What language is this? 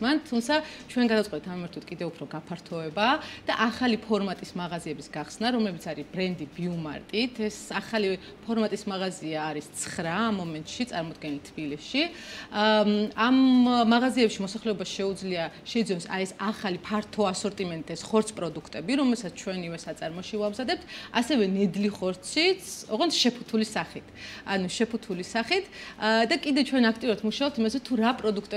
Georgian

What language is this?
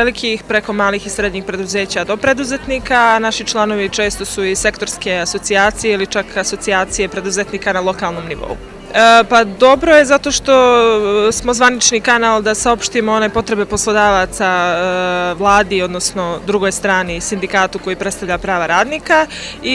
Bosnian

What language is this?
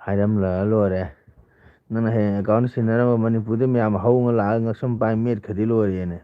Manipuri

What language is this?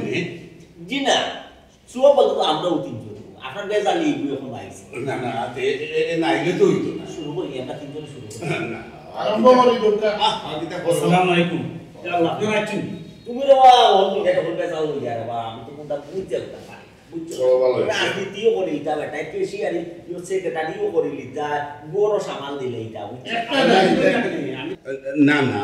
Sylheti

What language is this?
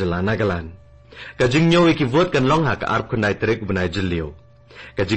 Khasi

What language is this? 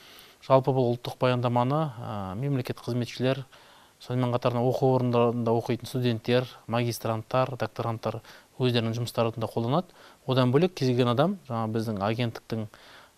Kazakh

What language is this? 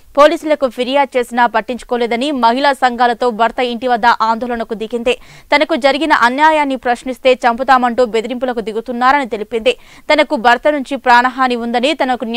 Telugu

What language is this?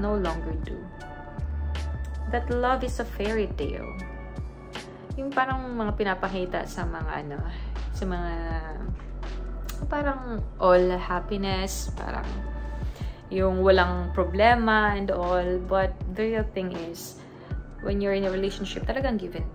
Filipino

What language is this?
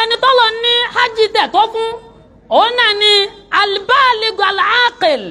Yoruba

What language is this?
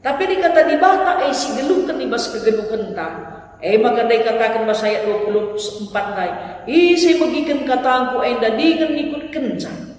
Batak Karo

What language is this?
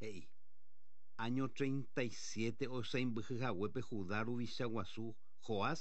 Guarani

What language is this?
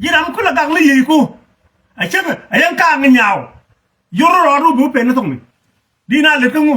Nuer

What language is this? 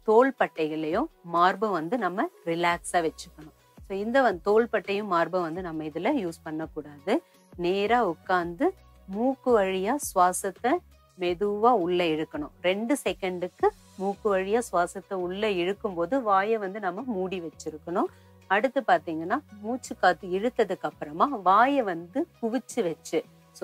Tamil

